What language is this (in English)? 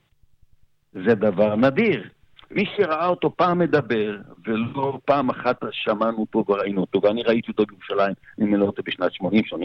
Hebrew